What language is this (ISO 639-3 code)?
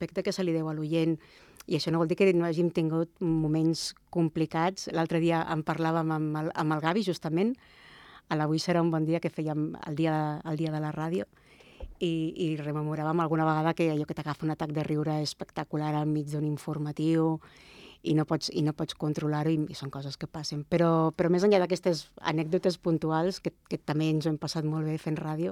cat